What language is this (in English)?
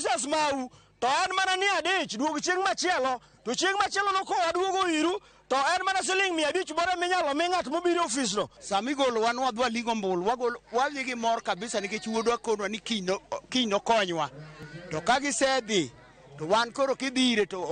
Luo (Kenya and Tanzania)